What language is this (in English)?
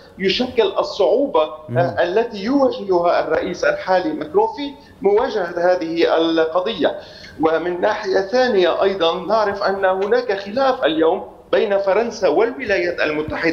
Arabic